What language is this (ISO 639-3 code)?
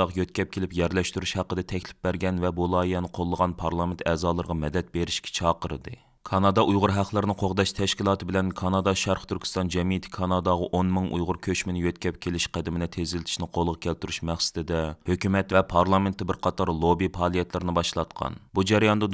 uig